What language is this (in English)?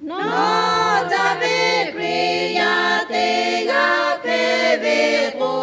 Lahu